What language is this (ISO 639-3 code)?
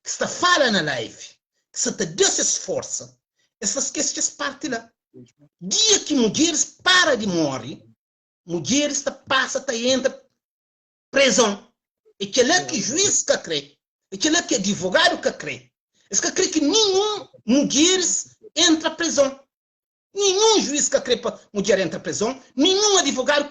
kea